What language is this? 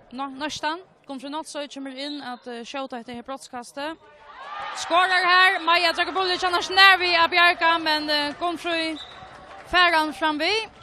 Faroese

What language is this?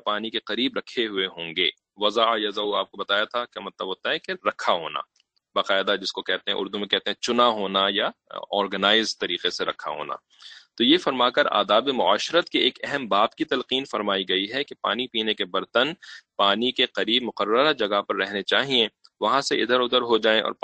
Urdu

